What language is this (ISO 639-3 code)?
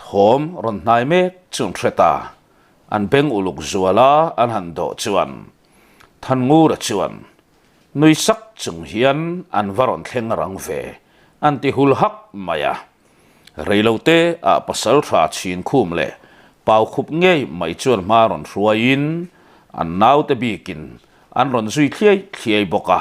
lus